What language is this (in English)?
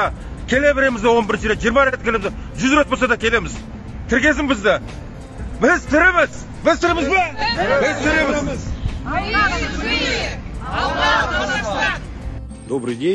Kazakh